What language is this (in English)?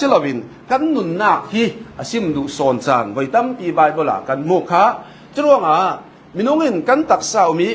Falam Chin